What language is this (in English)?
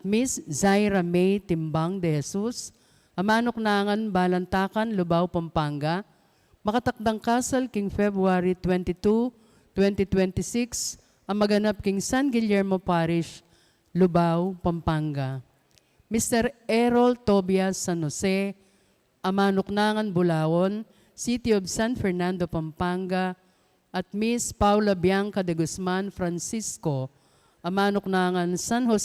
Pampanga